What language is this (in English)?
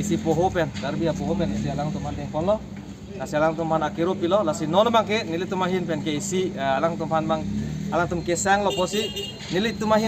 Karbi